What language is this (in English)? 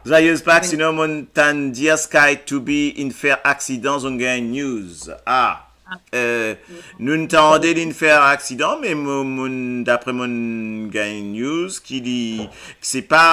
Morisyen